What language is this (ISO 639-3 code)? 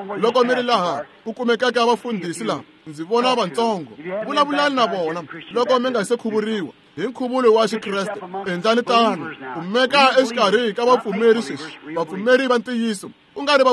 tso